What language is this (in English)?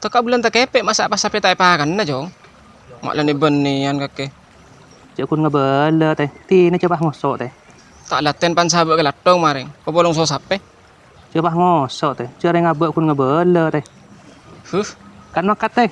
Madurese